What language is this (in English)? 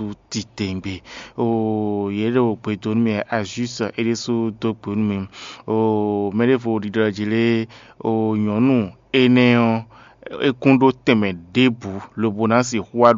Fon